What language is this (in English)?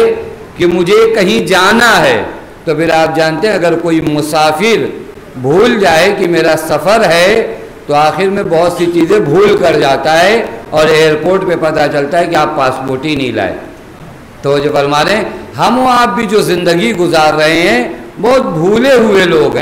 Urdu